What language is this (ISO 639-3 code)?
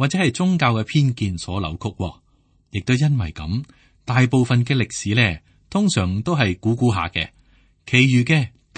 yue